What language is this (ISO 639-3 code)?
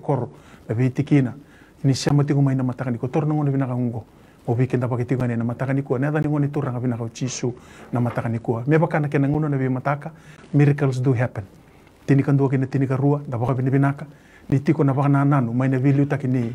fij